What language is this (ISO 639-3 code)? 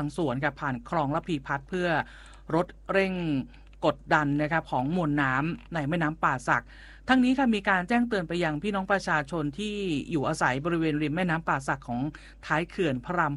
tha